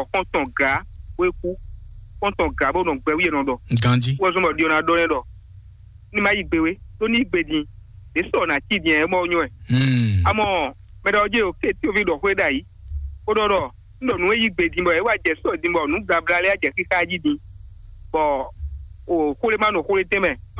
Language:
Fon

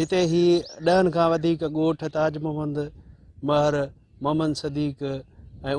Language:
Sindhi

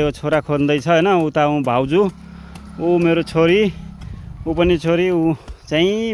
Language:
Nepali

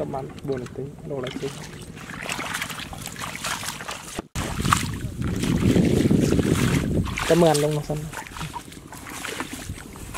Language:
Vietnamese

